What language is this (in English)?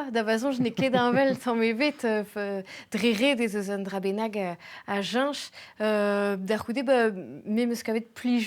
Breton